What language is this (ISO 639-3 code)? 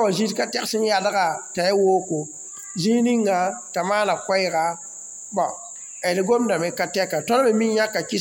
mos